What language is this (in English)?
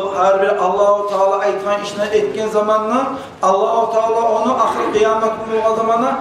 Kumyk